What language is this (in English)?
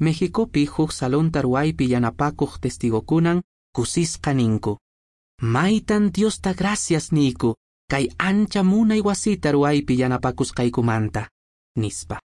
Quechua